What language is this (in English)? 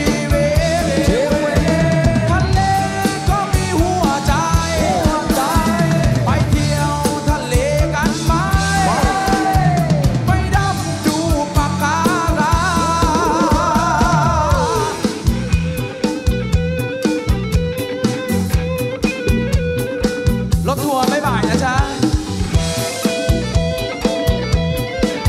Thai